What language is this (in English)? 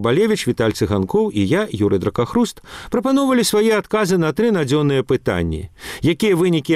Belarusian